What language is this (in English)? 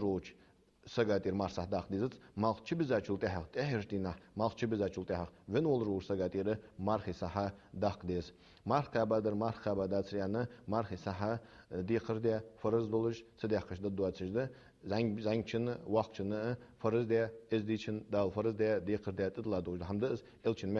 Ingush